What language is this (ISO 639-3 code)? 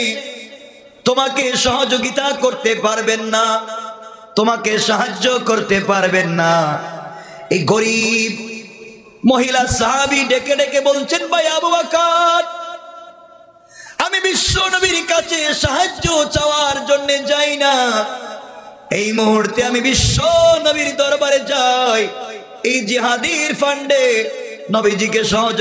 ben